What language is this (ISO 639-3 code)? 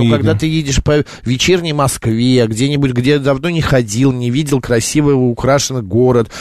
rus